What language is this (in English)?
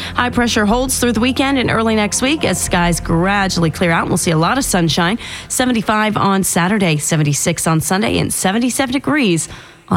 English